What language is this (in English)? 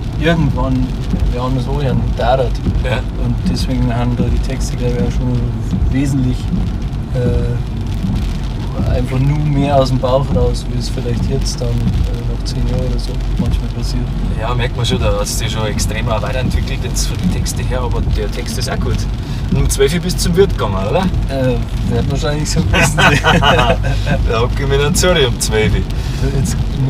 Bavarian